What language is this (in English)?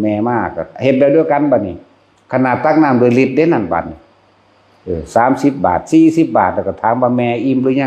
Northeastern Thai